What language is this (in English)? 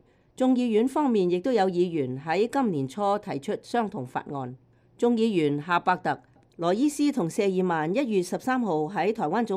Cantonese